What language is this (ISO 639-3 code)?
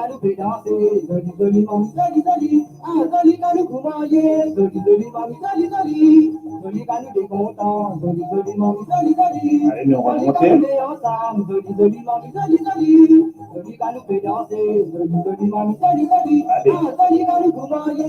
mfe